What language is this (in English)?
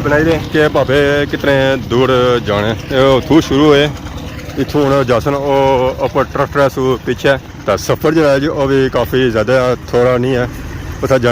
Pahari-Potwari